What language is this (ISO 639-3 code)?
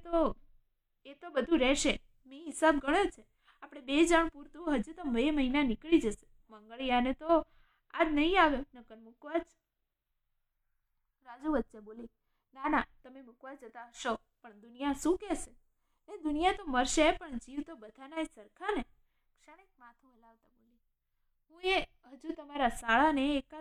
guj